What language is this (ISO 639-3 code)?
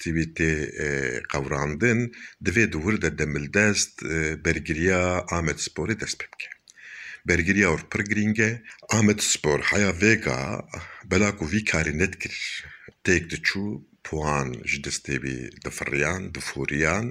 kur